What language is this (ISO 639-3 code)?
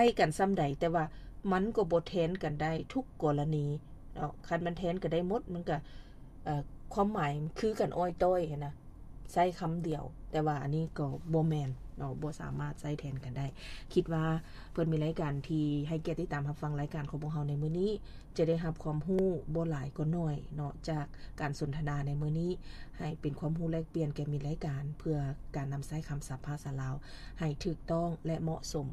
lao